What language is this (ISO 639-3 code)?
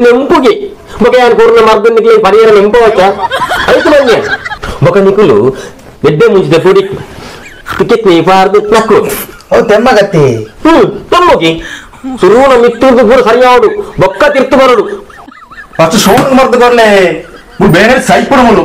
tcy